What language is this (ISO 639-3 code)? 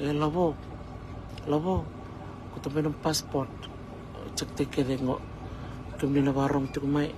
fij